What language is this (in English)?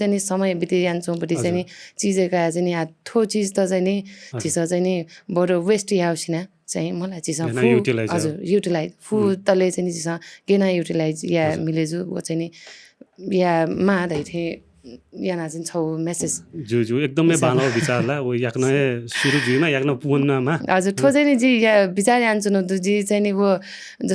Newari